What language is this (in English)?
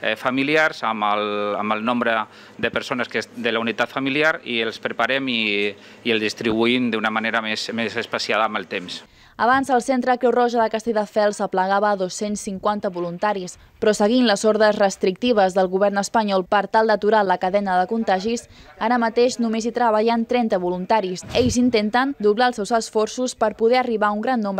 Catalan